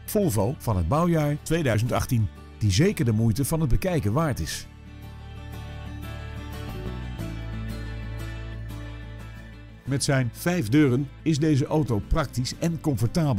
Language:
Dutch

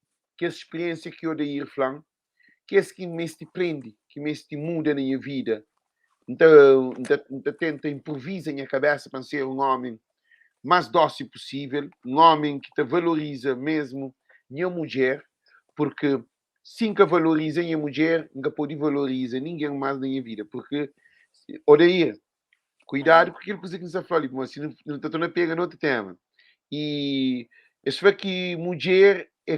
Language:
Kabuverdianu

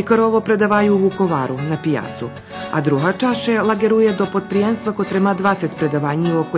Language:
Rusyn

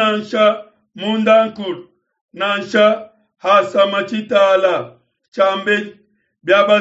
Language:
Luba-Lulua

